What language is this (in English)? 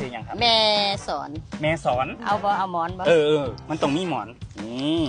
Lao